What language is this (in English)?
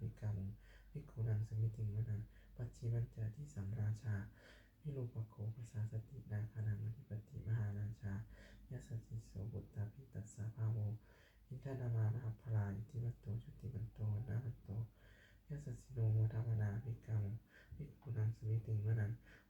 Pali